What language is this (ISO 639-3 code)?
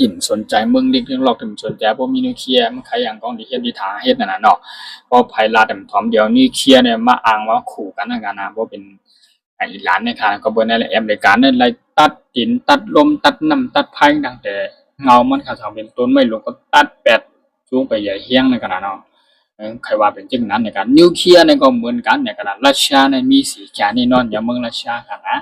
shn